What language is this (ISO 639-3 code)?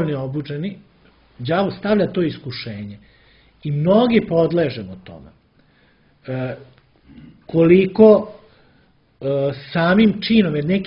srp